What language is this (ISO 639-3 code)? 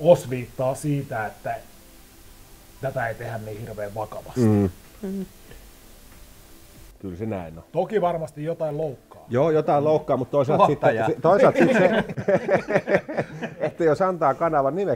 fin